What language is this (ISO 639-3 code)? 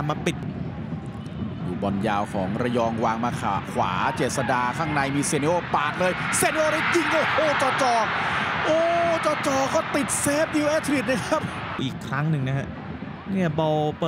tha